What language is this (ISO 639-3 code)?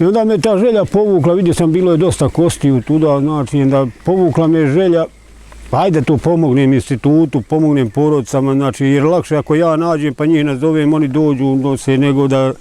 bos